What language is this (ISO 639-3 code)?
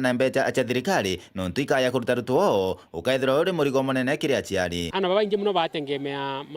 mer